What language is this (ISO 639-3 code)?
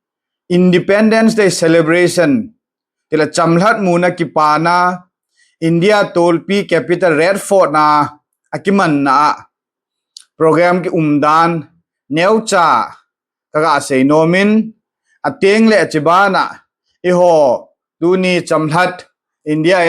tcz